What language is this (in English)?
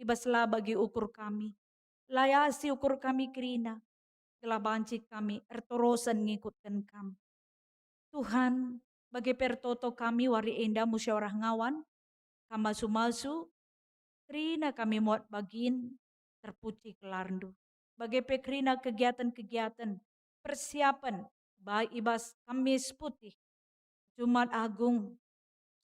Batak Karo